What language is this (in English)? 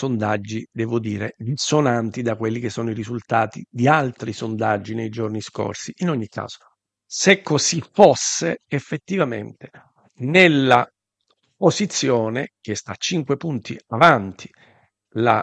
Italian